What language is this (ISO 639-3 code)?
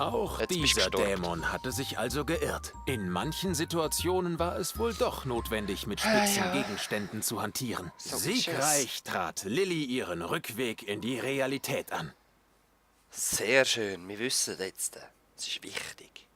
gsw